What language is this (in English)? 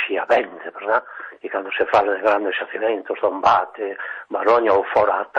Galician